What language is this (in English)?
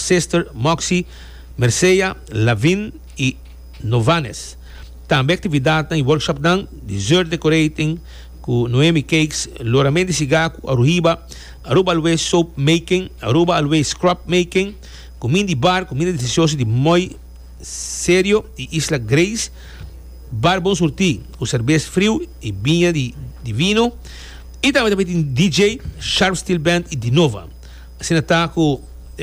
Papiamento